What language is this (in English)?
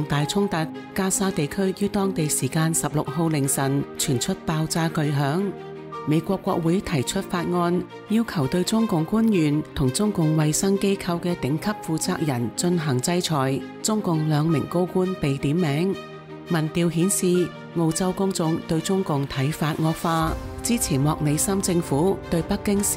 Cantonese